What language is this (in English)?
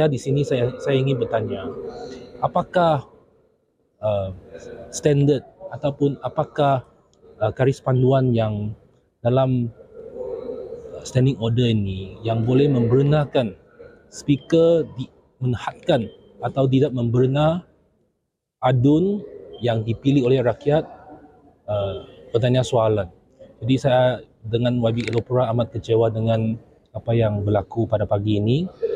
Malay